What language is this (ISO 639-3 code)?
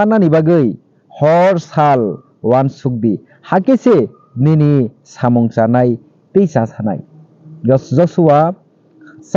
trp